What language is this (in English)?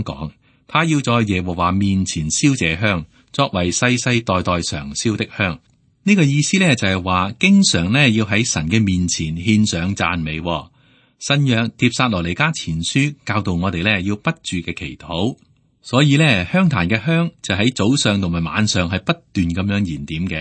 Cantonese